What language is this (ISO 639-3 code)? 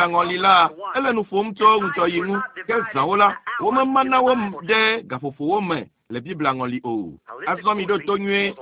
ewe